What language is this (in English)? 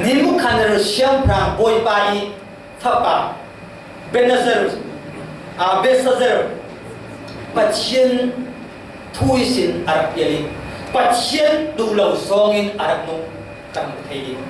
Falam Chin